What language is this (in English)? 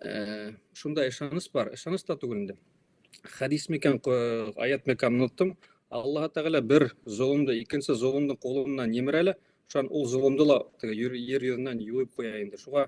Bashkir